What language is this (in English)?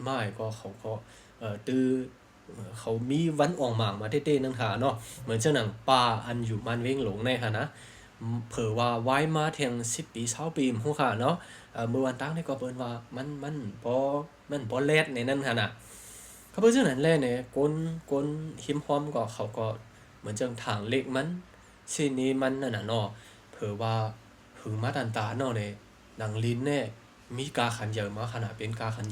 Shan